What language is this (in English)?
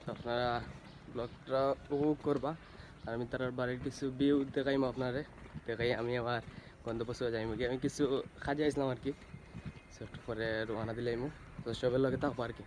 Sylheti